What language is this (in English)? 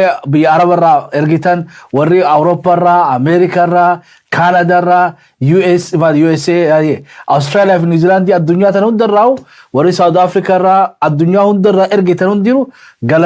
Oromo